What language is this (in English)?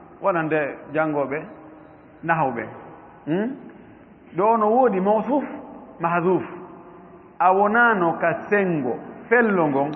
Fula